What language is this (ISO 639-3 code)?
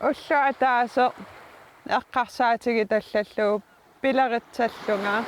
kal